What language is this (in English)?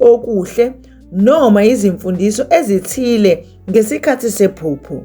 Zulu